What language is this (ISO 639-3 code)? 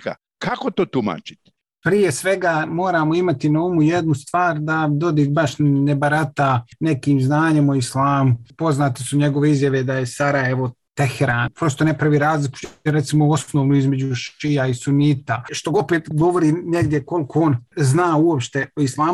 bos